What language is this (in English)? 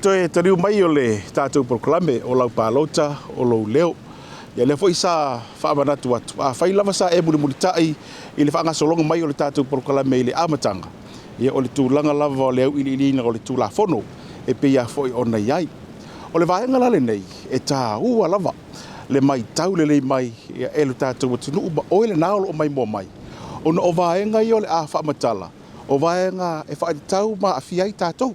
Samoan